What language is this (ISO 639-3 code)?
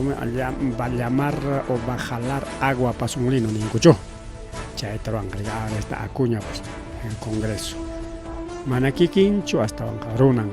quy